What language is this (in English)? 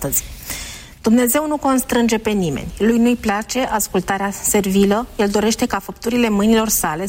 Romanian